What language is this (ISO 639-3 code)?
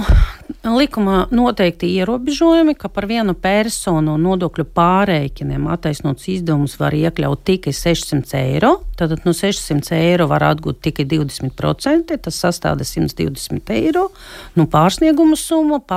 lav